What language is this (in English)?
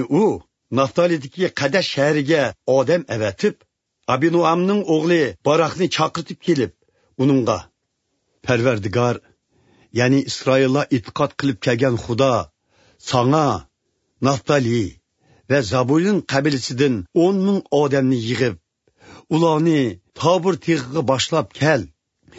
Uyghur